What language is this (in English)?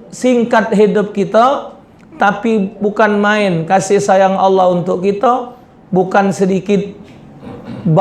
Musi